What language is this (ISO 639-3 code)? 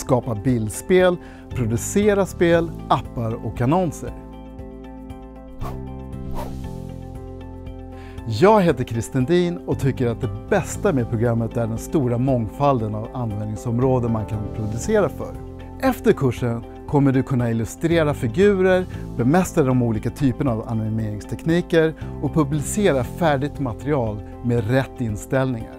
swe